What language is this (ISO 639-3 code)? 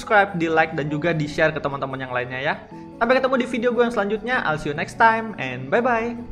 ind